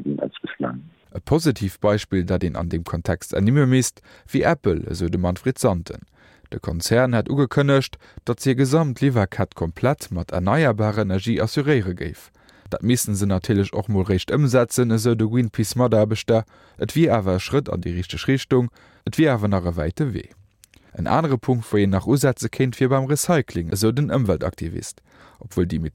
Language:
Luxembourgish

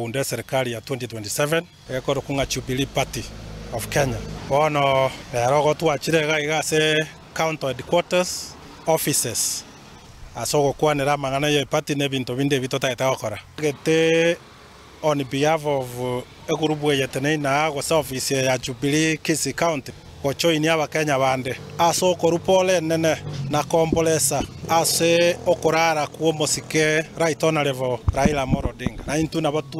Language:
Gusii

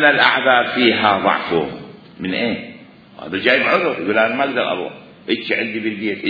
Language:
Mesopotamian Arabic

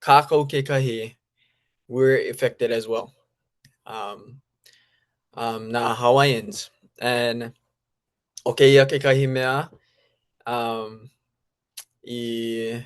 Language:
Hawaiian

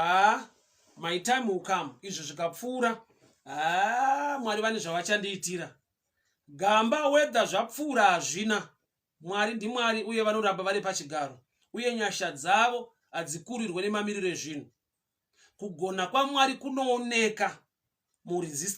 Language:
Shona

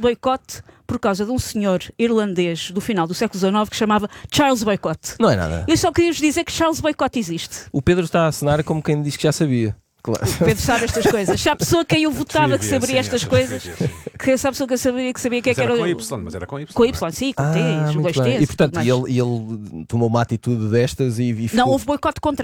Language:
Portuguese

